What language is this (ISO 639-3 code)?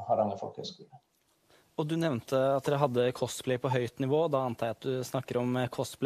nor